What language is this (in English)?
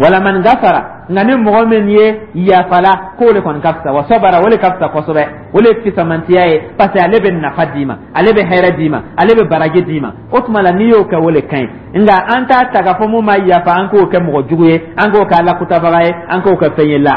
Dyula